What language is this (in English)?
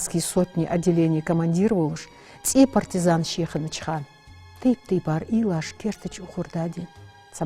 Ingush